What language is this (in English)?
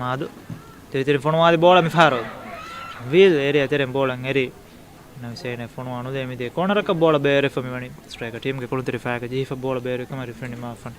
Divehi